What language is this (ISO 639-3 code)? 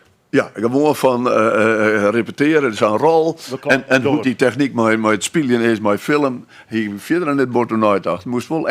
fry